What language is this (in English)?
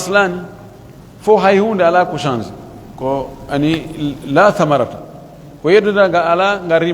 Pular